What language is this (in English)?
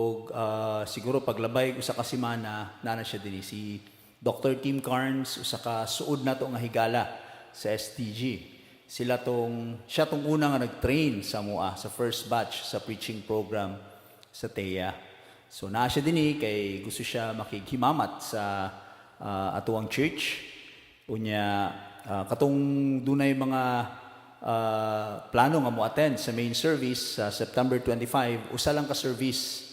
Cebuano